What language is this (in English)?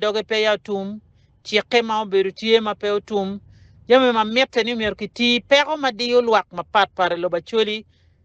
Acoli